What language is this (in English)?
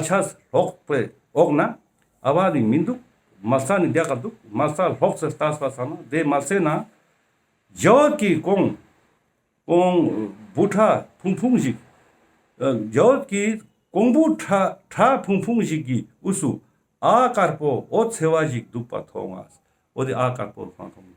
Ladakhi